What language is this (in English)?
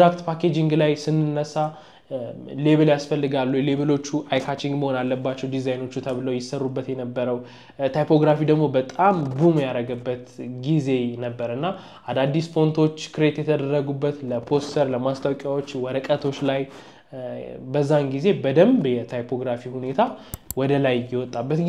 Amharic